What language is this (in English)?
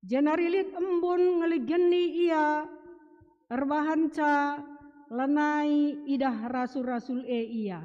Batak Karo